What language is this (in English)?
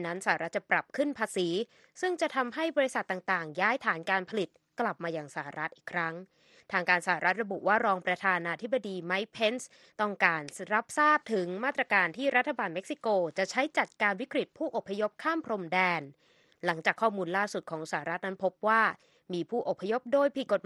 Thai